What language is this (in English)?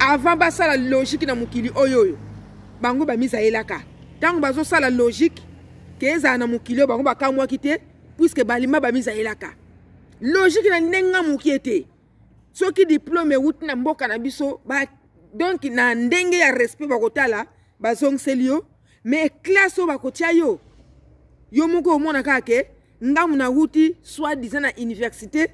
Lingala